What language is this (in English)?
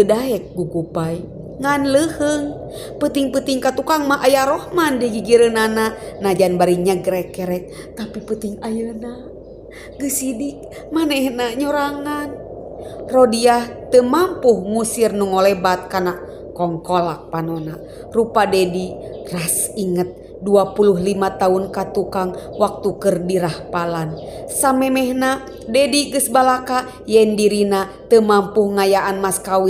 Sundanese